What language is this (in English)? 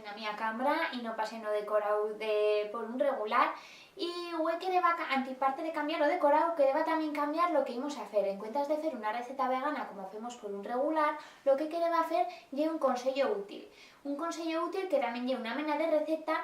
Aragonese